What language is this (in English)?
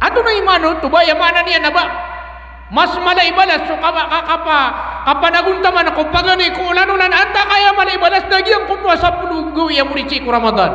Maranao